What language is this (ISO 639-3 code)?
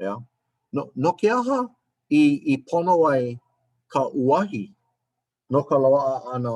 haw